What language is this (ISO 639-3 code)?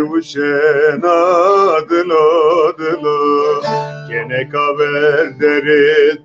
zza